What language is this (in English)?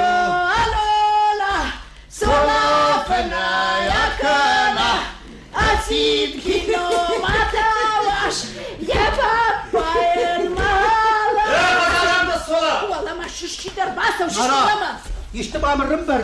Ossetic